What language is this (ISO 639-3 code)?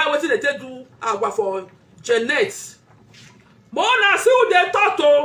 pcm